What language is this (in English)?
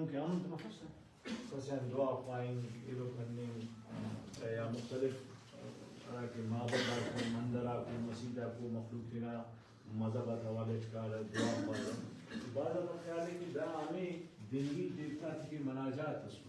Brahui